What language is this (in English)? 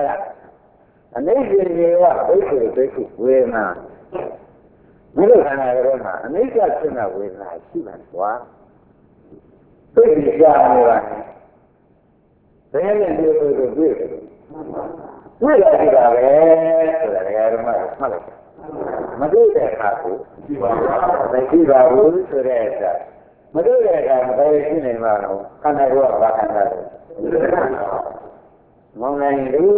Burmese